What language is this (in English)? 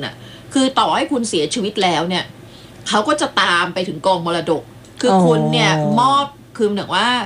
Thai